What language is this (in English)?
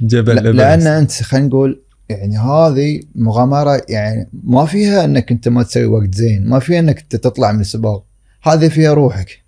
Gulf Arabic